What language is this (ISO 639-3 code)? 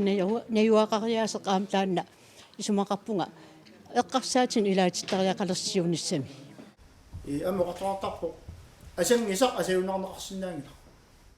kal